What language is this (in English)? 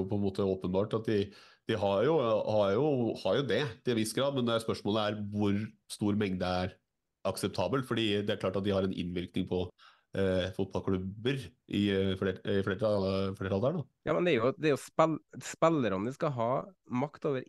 Norwegian